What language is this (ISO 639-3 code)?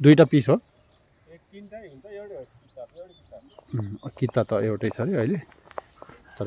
nep